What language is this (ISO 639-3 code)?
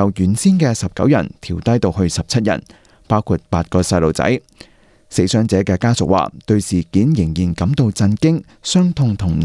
yue